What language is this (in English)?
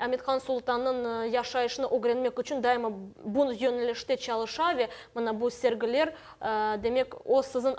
Crimean Tatar